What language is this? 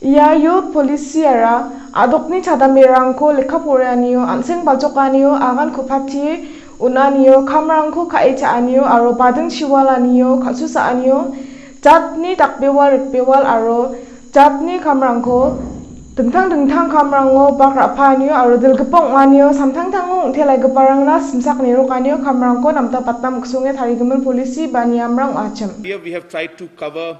Garo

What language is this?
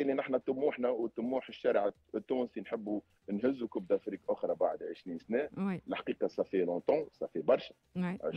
Tunisian Arabic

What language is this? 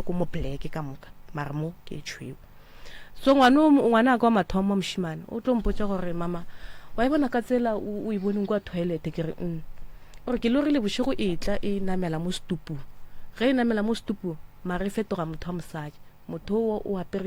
Northern Sotho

